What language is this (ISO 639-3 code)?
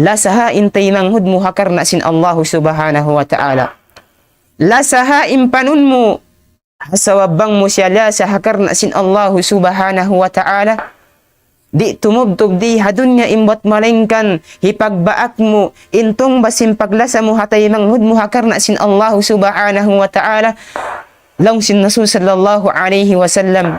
tsg